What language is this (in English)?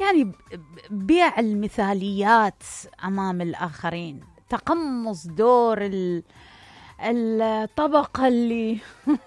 Mesopotamian Arabic